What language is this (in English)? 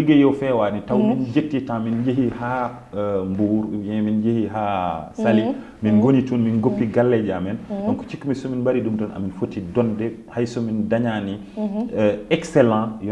Fula